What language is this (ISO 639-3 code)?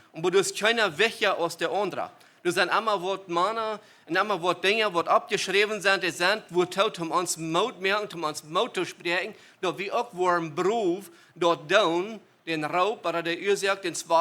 pdt